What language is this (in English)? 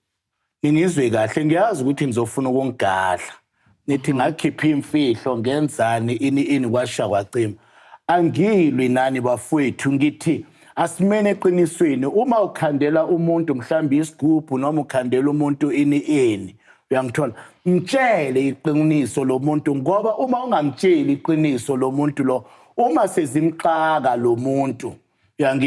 Zulu